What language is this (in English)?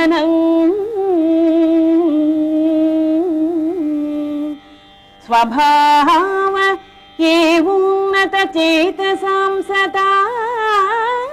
Sanskrit